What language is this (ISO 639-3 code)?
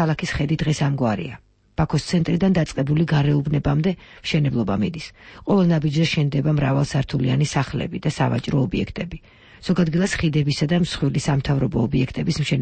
kat